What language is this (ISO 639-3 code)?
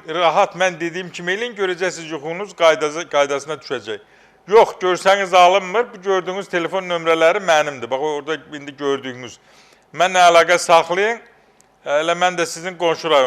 aze